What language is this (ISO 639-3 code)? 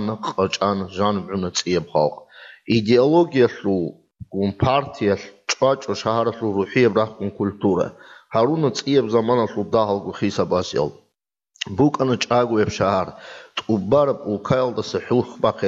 ava